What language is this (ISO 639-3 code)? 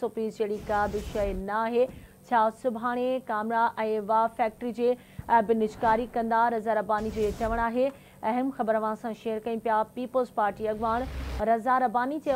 snd